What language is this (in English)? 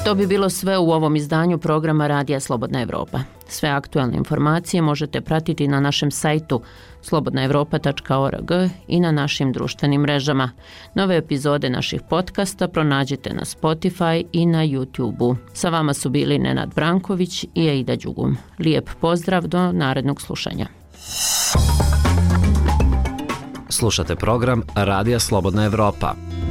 Bosnian